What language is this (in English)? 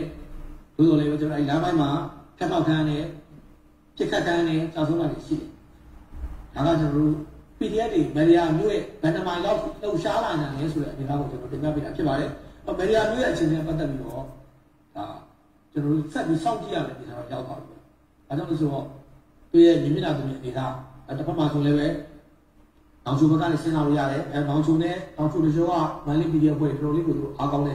Burmese